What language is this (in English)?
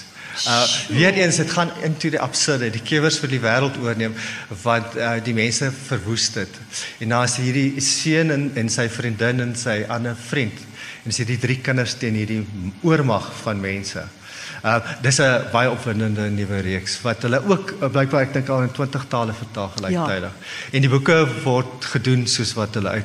Afrikaans